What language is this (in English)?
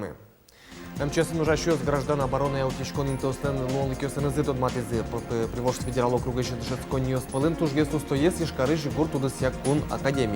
Udmurt